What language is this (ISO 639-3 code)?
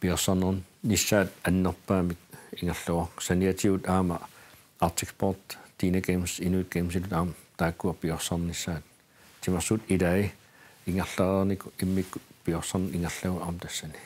kal